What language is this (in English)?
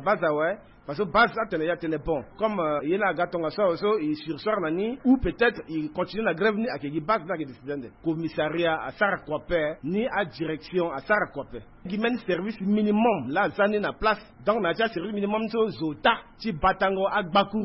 Sango